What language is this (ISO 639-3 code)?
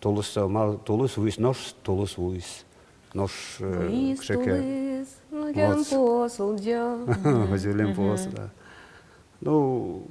udm